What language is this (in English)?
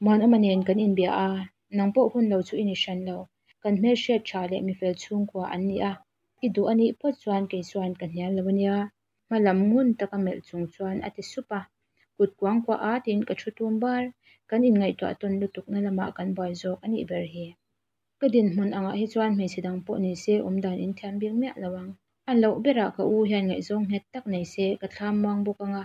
Mizo